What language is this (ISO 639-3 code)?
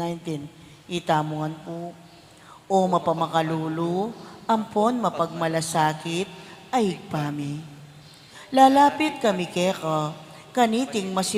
pam